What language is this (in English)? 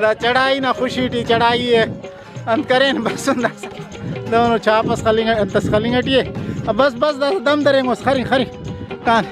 Brahui